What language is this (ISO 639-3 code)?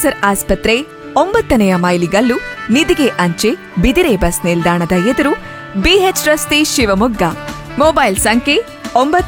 kan